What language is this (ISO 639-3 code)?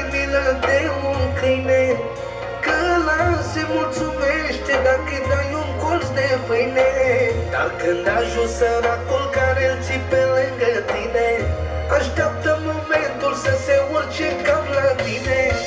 ron